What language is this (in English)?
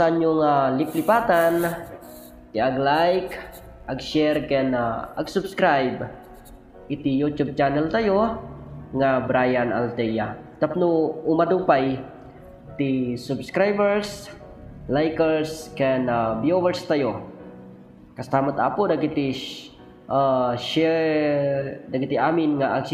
Iloko